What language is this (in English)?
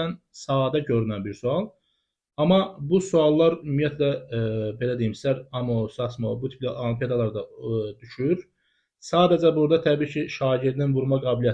Azerbaijani